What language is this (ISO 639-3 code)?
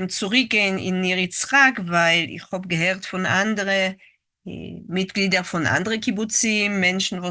yid